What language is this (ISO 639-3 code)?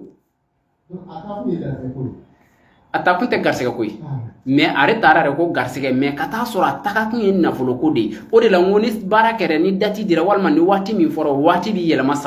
bam